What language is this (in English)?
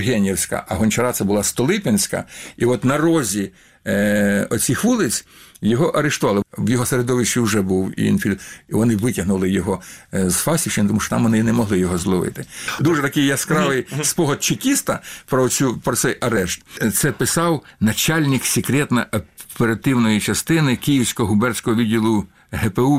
Ukrainian